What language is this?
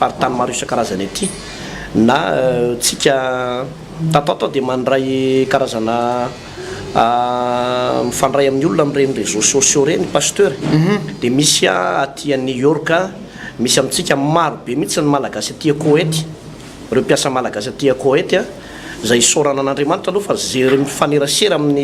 Malagasy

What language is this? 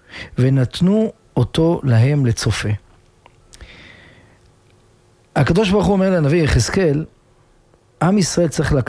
Hebrew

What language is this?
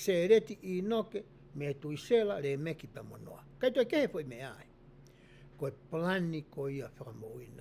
Tongan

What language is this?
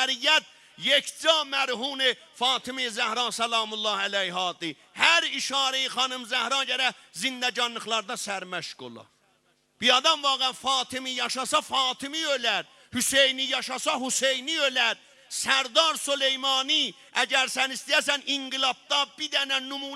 South Azerbaijani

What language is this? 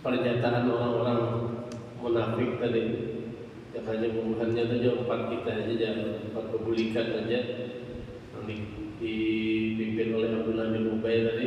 Banjar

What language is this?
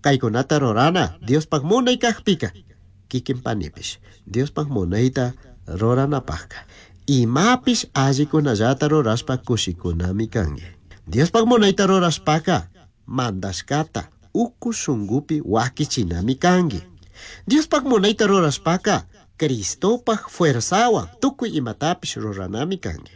Chimborazo Highland Quichua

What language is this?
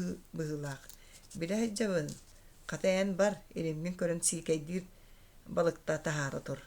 Yakut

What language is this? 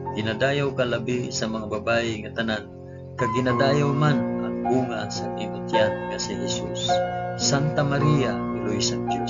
Hiligaynon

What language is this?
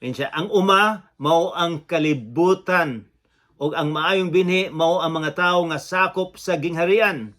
Cebuano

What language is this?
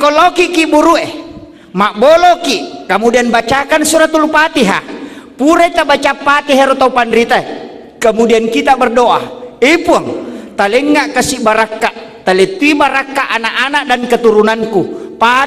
Buginese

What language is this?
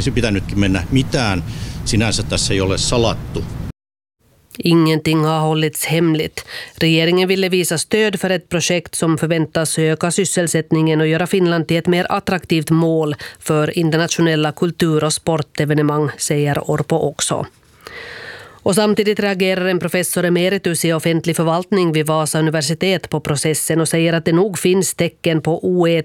Swedish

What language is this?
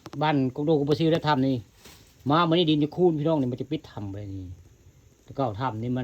Northeastern Thai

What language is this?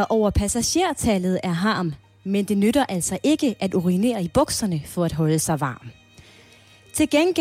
Danish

